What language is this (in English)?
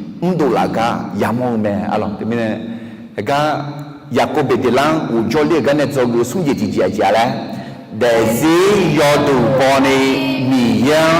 Akha